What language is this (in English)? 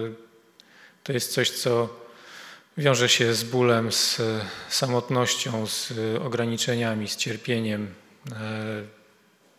Polish